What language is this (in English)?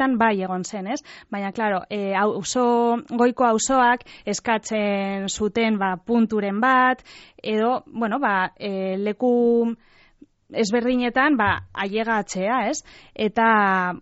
Basque